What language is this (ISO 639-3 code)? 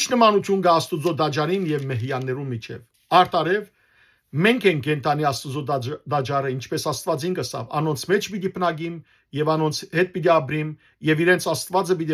hyw